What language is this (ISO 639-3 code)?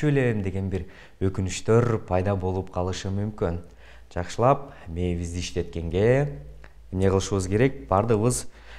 kir